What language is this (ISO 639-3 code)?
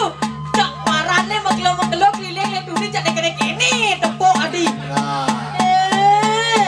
ban